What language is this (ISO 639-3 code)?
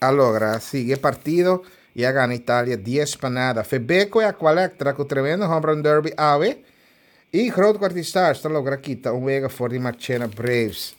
pap